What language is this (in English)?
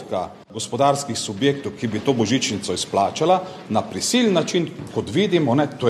Slovenian